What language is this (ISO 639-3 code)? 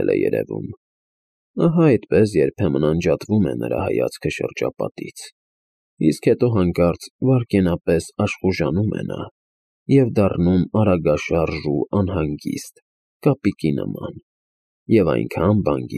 hye